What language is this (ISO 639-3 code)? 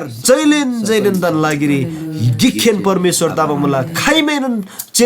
taj